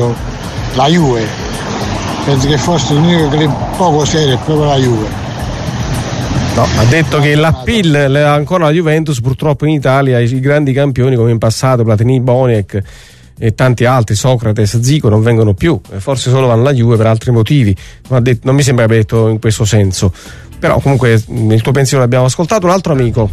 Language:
Italian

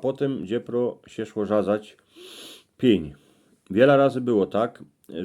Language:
Silesian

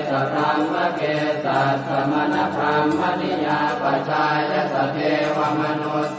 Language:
Pali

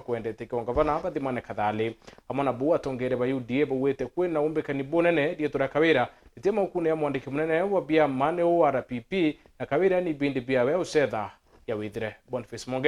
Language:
Meru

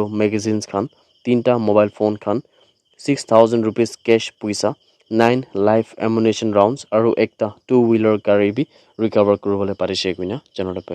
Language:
Naga Pidgin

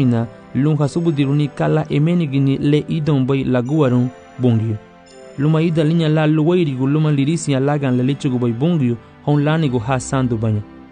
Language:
Garifuna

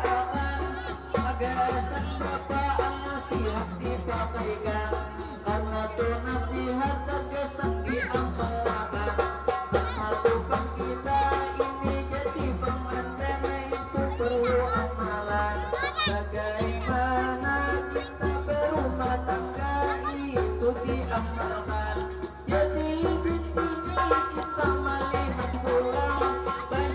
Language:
Banjar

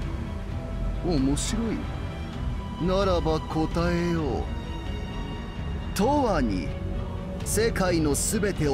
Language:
Japanese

